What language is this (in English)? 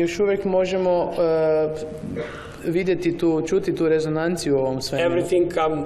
Croatian